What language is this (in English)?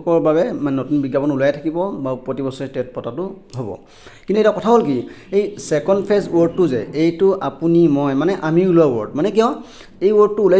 Assamese